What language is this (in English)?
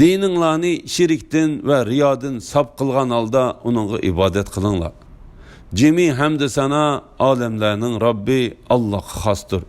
Uyghur